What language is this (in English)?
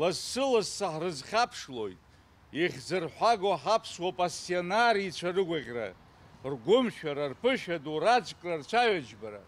Abkhazian